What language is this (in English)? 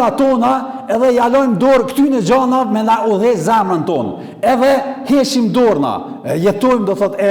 Albanian